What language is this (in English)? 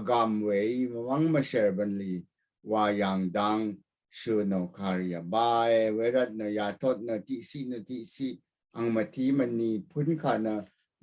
Rawang